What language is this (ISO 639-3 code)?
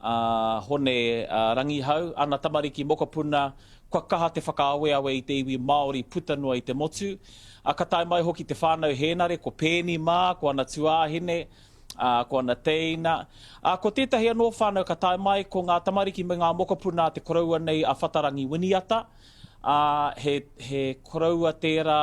mri